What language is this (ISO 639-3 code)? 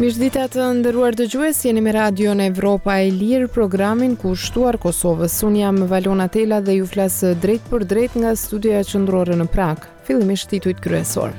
sqi